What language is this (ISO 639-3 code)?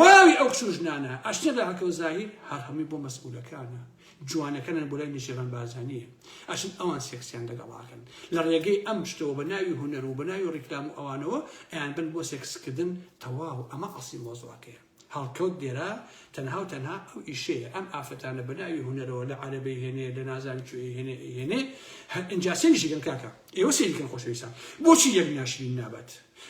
ckb